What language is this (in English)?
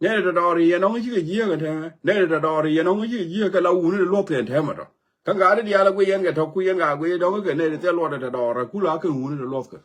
Nuer